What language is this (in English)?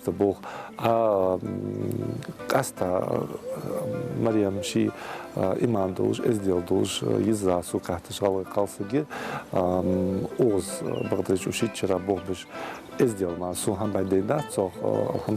Ingush